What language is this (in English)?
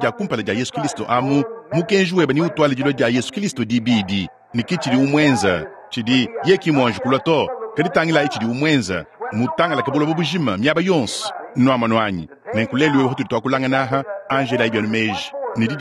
Luba-Lulua